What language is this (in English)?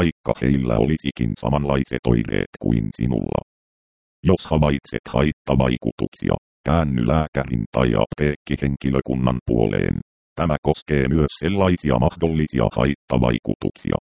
Finnish